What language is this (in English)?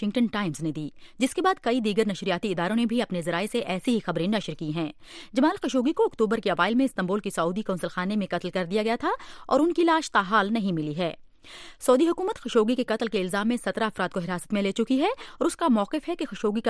Urdu